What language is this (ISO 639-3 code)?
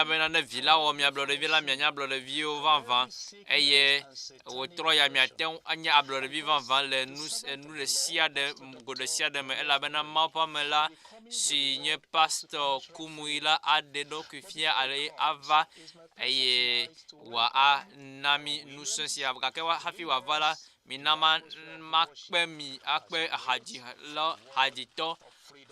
ewe